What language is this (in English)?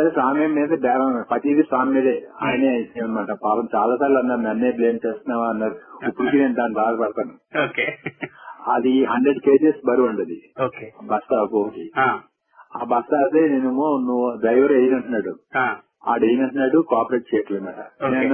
Telugu